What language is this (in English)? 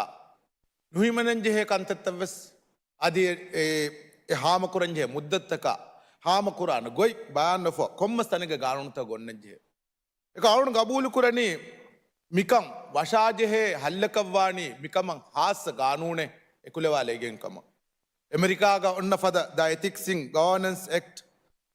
Divehi